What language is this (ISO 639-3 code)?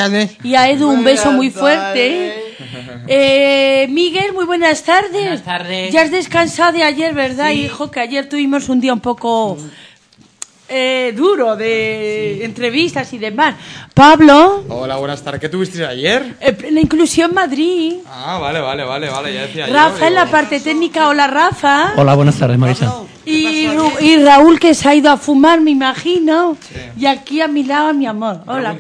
spa